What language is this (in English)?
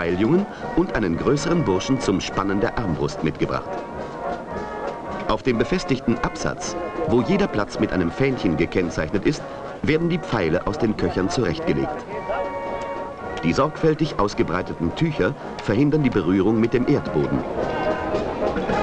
German